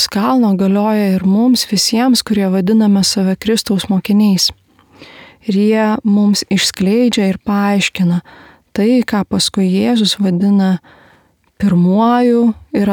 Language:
Lithuanian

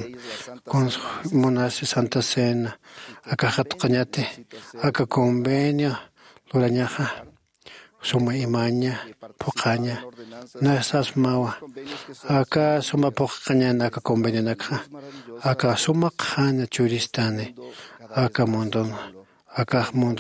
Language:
Aymara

